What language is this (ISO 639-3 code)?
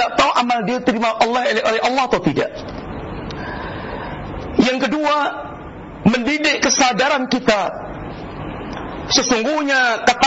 ind